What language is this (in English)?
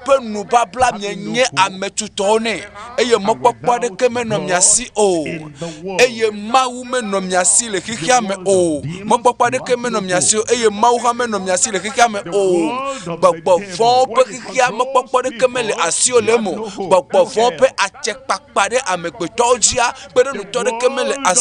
Ewe